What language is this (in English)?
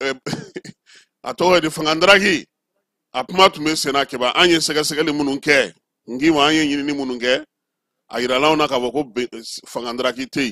Bambara